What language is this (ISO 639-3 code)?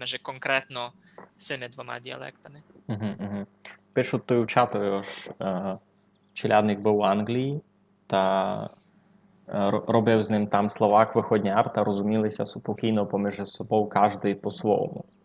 rue